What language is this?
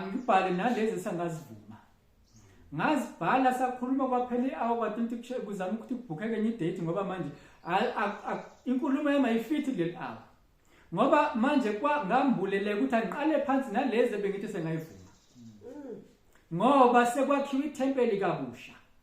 Zulu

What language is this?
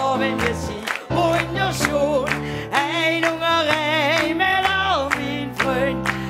Limburgish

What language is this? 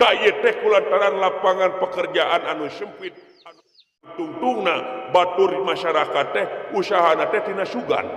Sundanese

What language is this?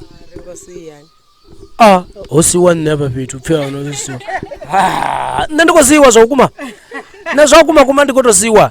Venda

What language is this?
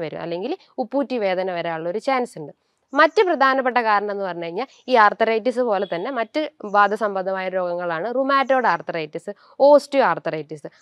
Malayalam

